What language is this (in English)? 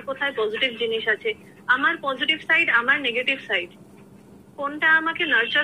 Bangla